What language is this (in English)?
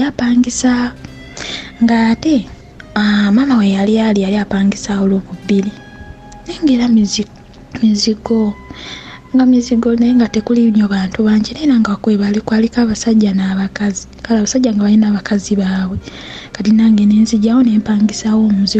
Ganda